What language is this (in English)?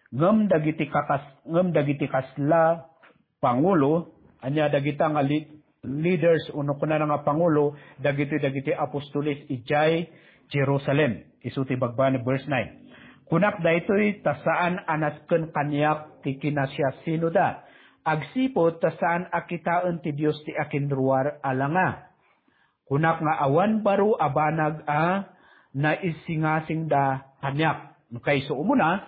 Iloko